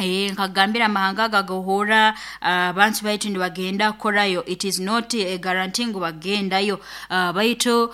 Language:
Nyankole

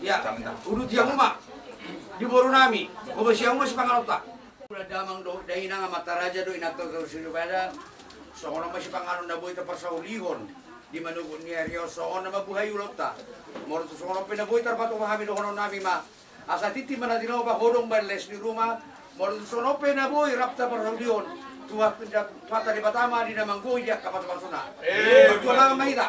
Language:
Batak Toba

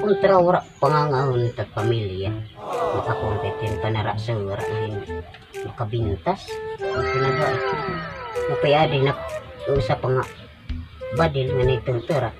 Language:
Waray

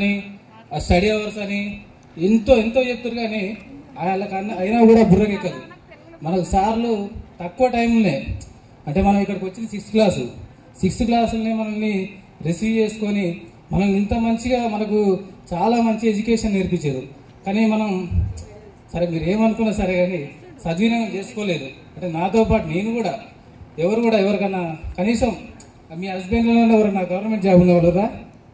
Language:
Telugu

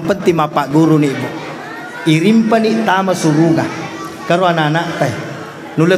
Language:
Buginese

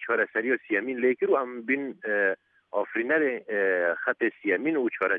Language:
Kurdish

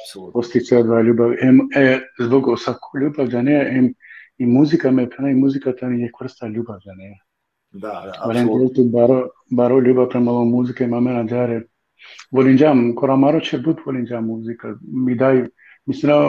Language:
Balkan Romani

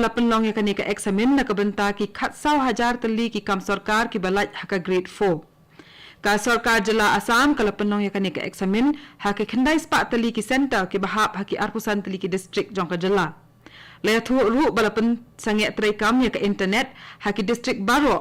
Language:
Khasi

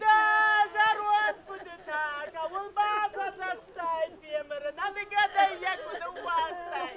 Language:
Ossetic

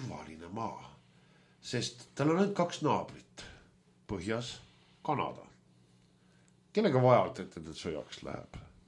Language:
Estonian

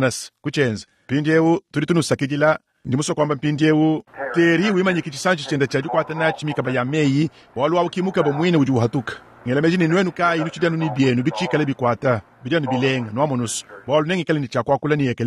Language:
Luba-Lulua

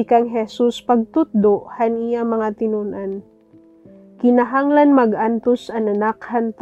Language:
Waray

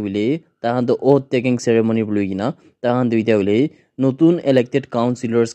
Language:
Naga Pidgin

